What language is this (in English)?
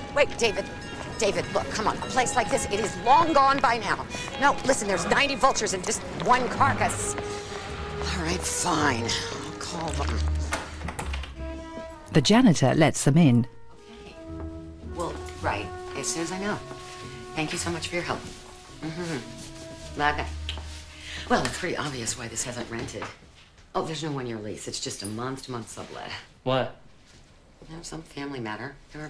English